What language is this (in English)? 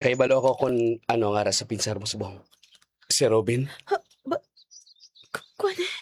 Hiligaynon